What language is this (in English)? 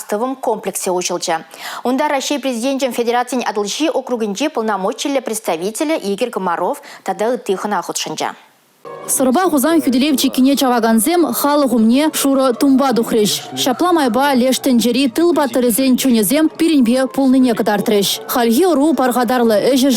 Chuvash